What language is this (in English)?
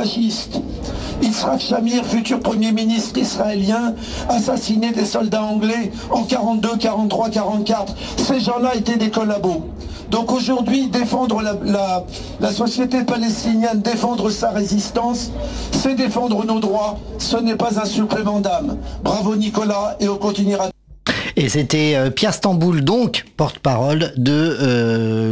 French